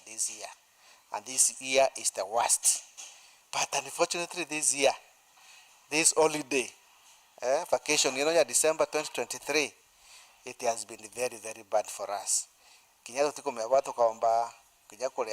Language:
Meru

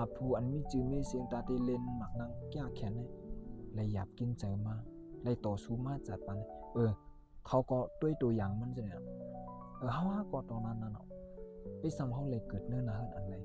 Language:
Shan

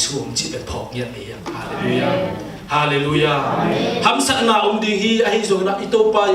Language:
Tedim Chin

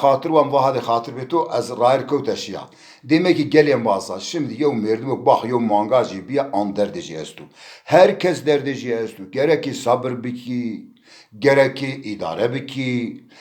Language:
Zaza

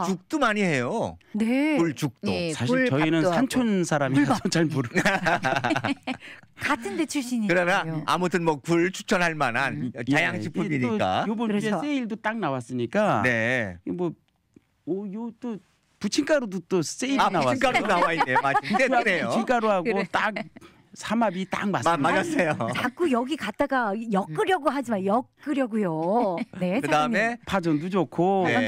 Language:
Korean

